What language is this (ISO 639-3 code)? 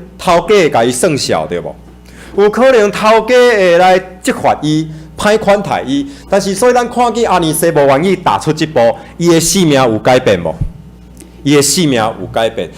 nan